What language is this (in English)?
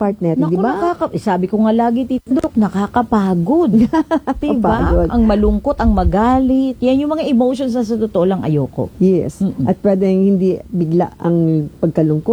Filipino